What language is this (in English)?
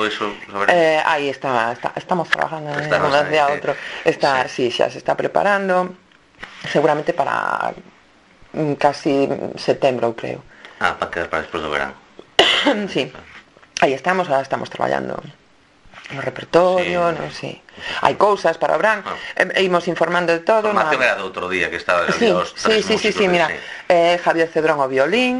Galician